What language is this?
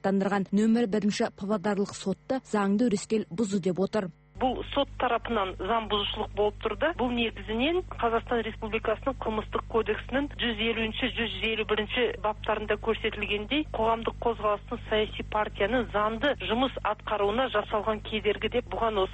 Kazakh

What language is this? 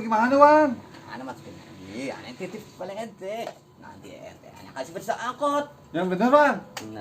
Betawi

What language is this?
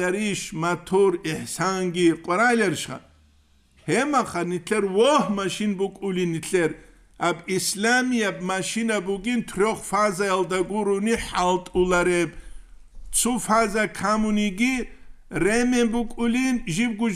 Avaric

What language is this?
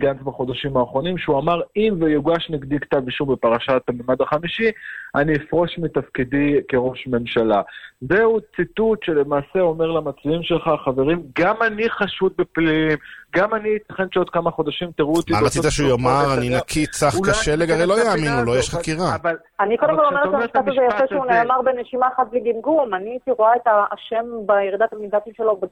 Hebrew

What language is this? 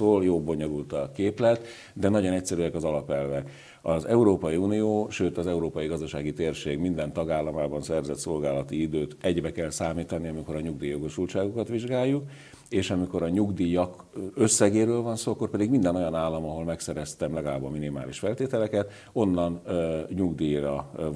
Hungarian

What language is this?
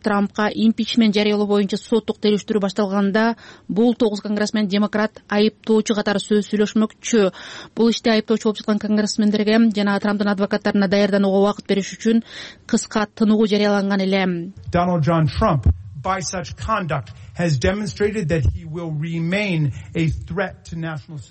Kyrgyz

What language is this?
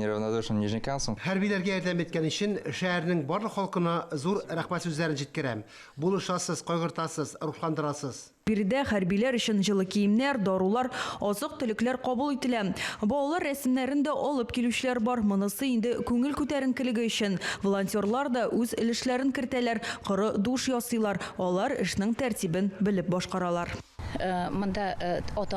Tatar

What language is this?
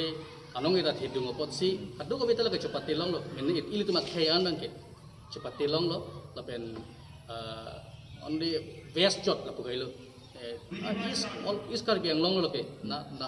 Karbi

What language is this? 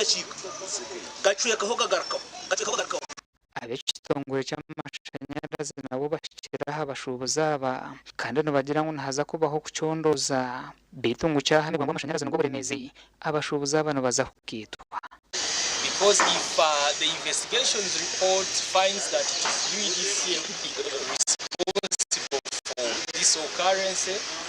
Nyankole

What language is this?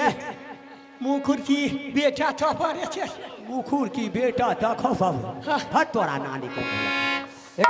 Maithili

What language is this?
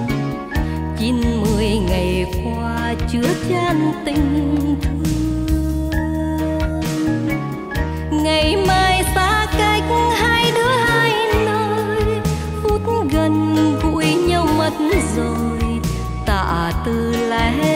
Vietnamese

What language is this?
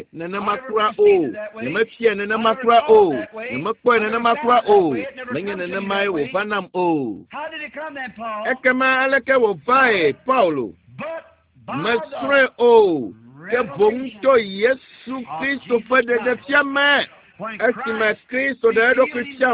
Ewe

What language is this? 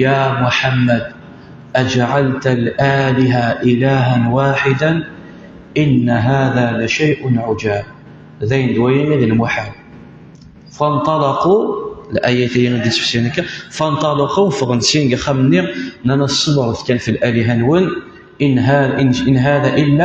Kabyle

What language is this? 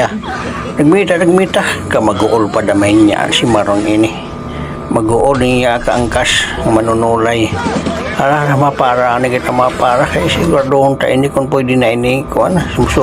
Waray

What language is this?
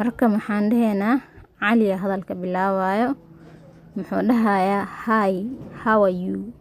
Somali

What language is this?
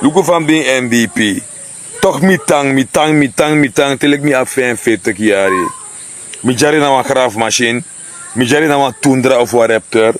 Sranan Tongo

